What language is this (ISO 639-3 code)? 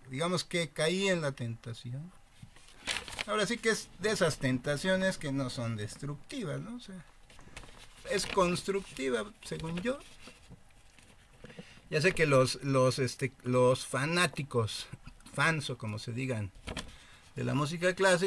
spa